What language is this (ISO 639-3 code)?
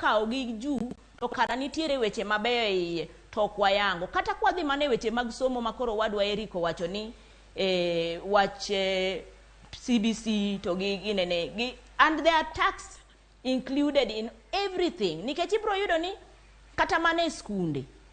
luo